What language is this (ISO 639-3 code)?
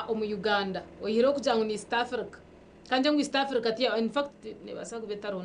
nyn